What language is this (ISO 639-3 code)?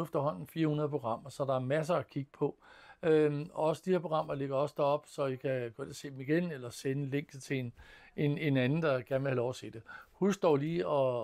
dan